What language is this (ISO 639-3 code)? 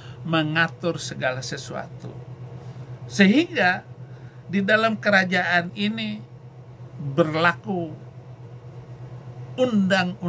ind